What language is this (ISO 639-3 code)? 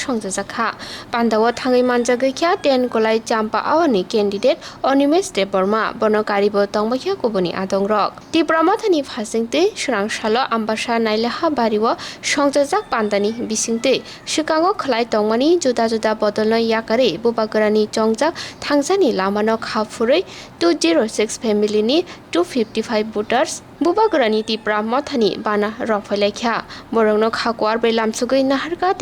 trp